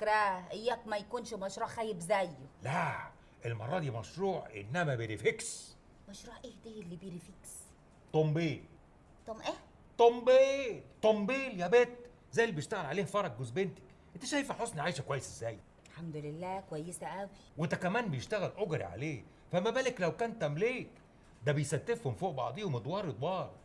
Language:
Egyptian Arabic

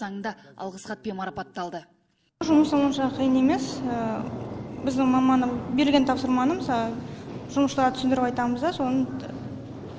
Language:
Kazakh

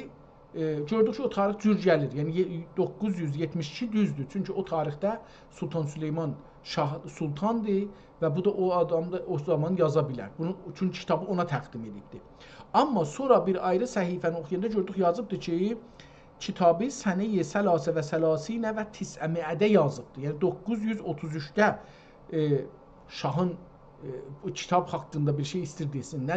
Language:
South Azerbaijani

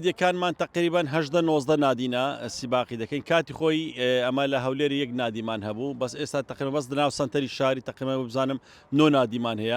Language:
Central Kurdish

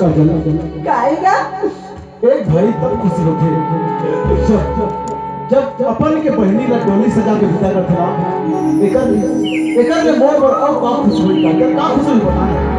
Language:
Chhattisgarhi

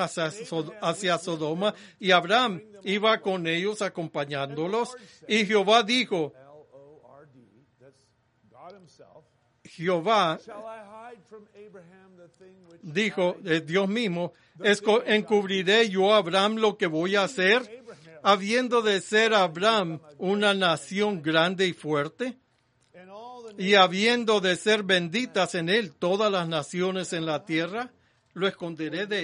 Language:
Spanish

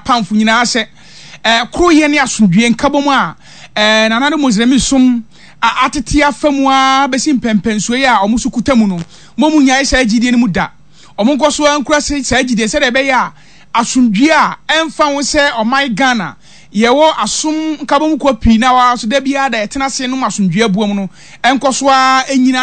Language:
Akan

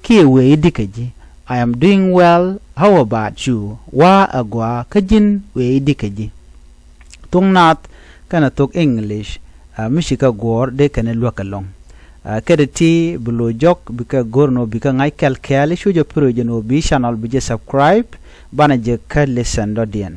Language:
Nuer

